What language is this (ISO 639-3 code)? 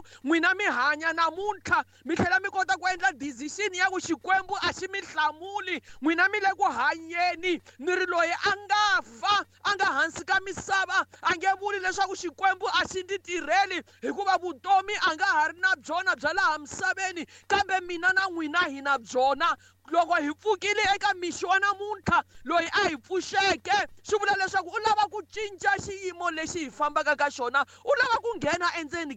tso